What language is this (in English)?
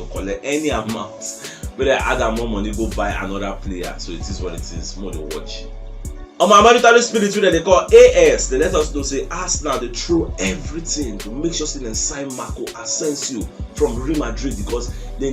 Nigerian Pidgin